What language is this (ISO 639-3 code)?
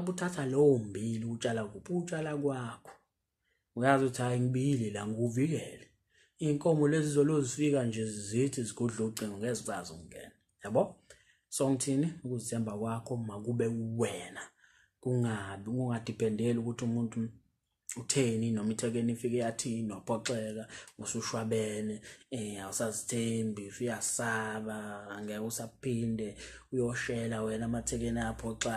zul